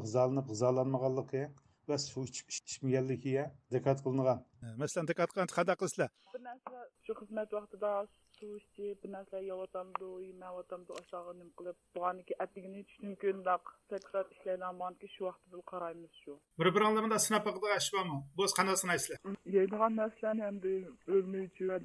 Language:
Uyghur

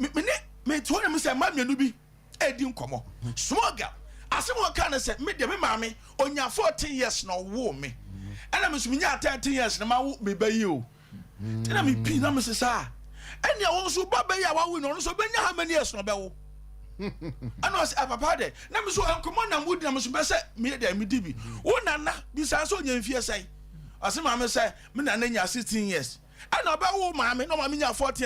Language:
Akan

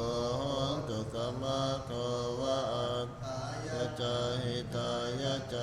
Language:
Pali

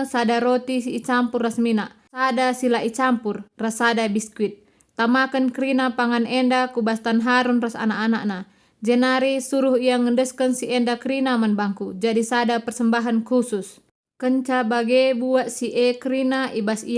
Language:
Batak Karo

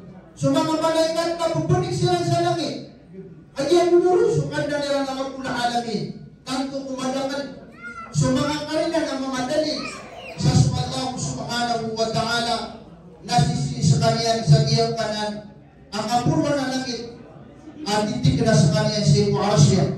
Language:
Maranao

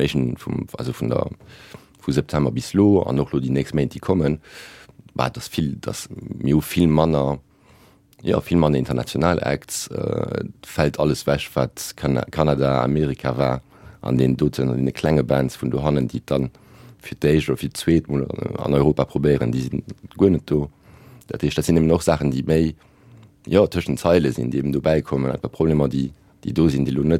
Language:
Luxembourgish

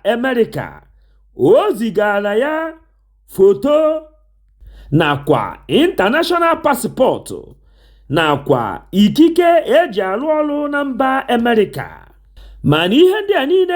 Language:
Igbo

